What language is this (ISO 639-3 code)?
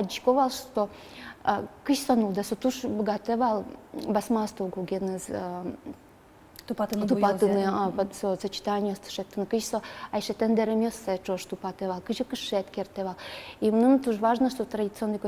udm